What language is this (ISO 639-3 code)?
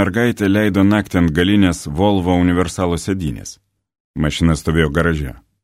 lit